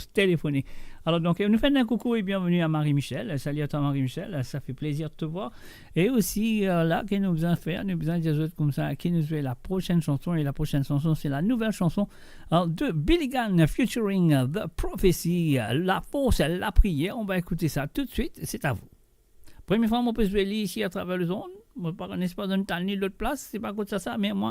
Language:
Morisyen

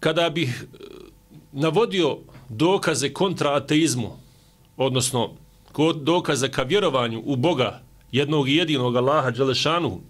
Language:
Bosnian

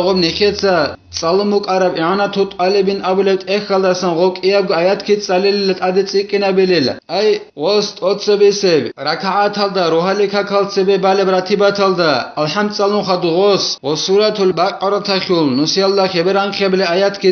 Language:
Avaric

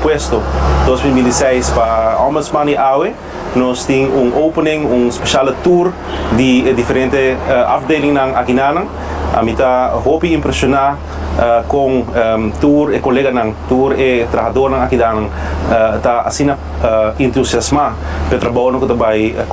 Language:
Papiamento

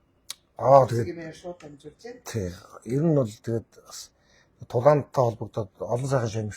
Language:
Mongolian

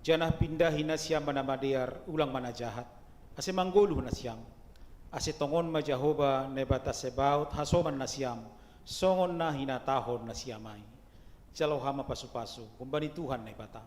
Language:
Batak Simalungun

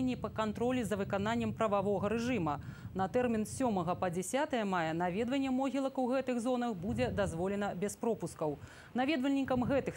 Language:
Belarusian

